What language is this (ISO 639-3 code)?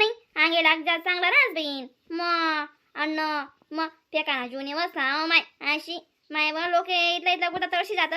khn